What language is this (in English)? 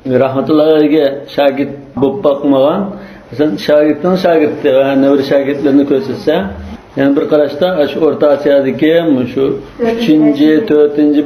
Uyghur